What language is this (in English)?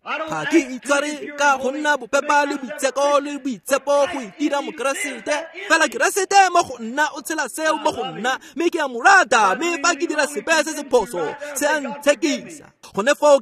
Tswana